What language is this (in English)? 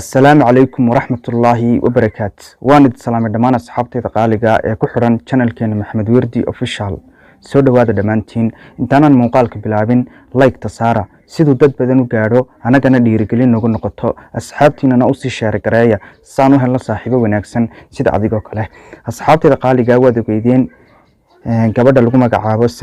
Somali